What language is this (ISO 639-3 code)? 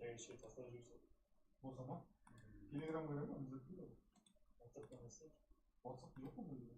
kaa